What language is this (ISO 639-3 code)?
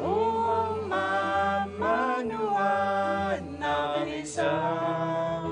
kal